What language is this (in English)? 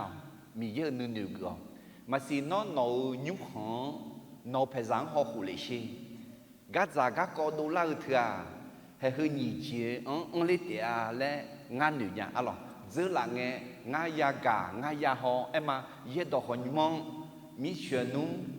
Akha